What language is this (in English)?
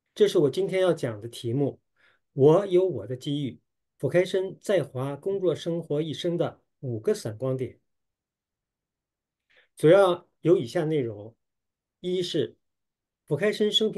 Chinese